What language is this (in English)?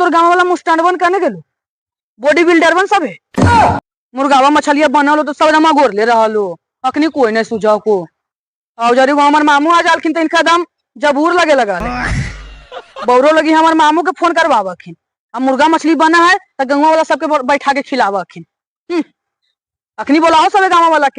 Magahi